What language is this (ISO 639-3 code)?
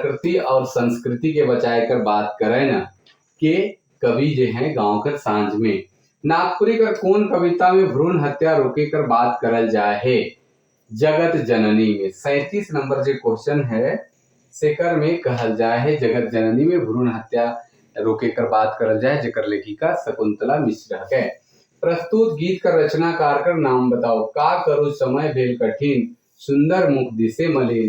sck